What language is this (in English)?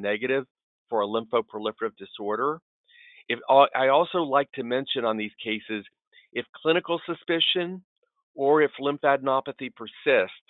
English